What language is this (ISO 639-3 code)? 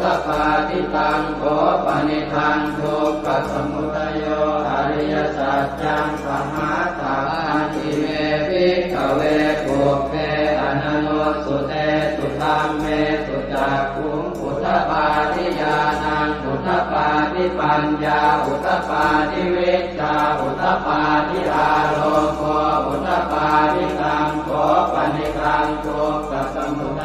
pli